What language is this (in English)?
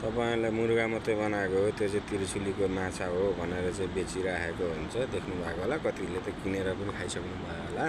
Nepali